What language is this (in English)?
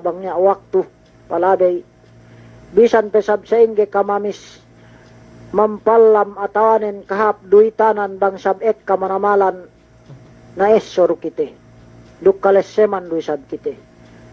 Yakan